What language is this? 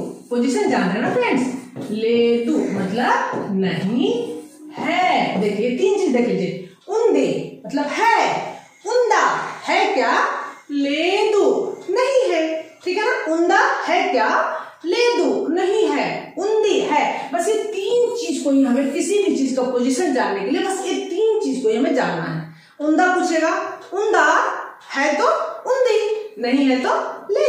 Hindi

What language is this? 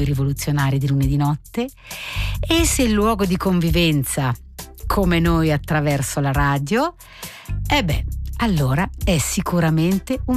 Italian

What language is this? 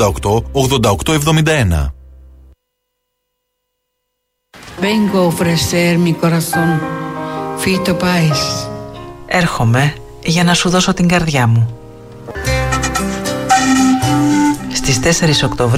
Greek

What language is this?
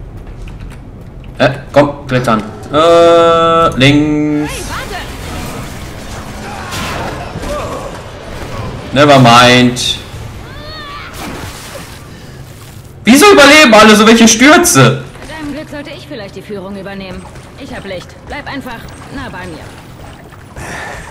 German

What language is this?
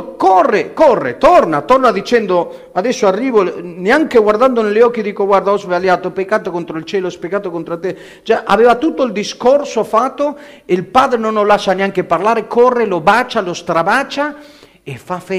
Italian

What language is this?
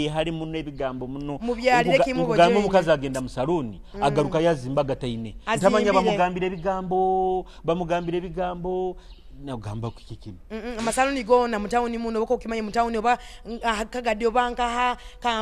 Nyoro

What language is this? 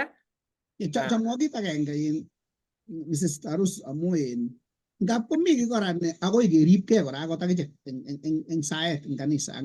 Kalenjin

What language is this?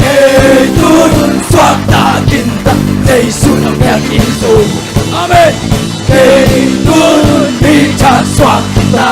Tedim Chin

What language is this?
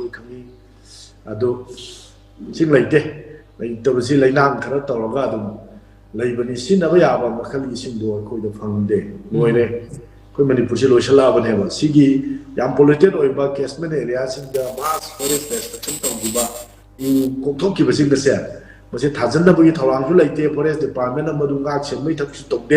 Manipuri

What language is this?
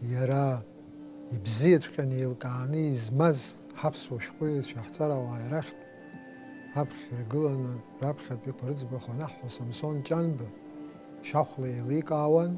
Abkhazian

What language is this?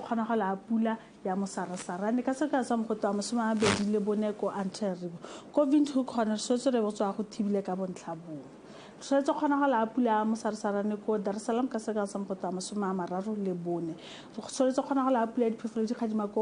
Tswana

